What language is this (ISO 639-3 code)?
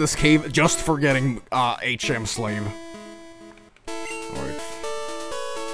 eng